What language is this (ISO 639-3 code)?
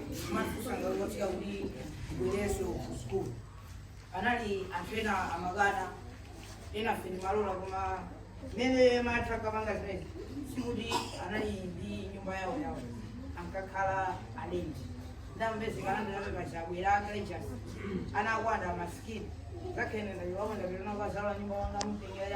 nya